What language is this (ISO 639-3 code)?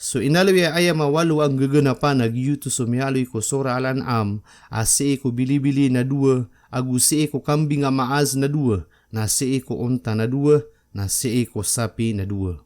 mrw